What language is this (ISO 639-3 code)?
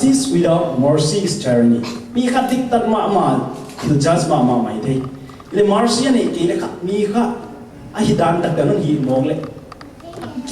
ctd